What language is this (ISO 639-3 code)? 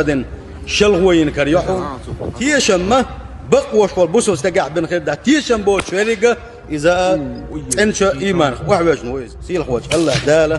che